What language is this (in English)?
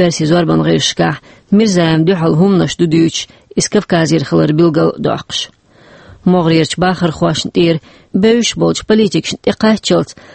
Chechen